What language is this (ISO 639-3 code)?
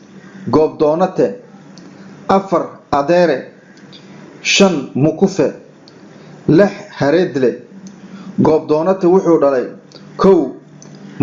som